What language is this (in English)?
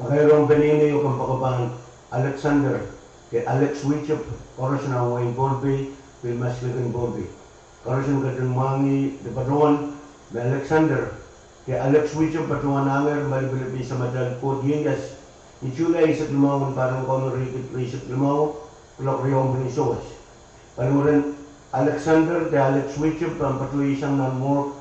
Pohnpeian